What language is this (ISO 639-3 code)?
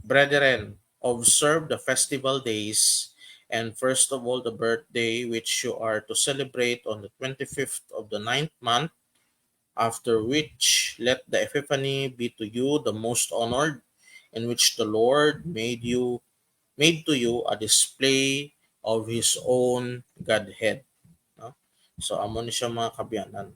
hil